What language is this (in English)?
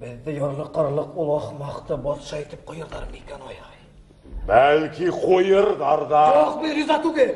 Bashkir